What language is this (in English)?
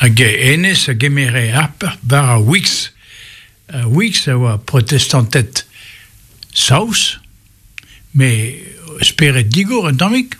Breton